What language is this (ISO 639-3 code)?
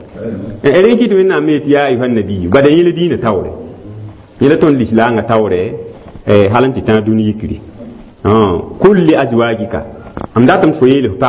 mos